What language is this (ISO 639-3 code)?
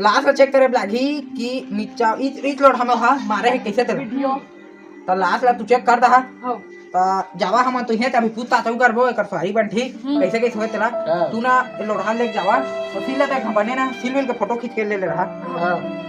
hne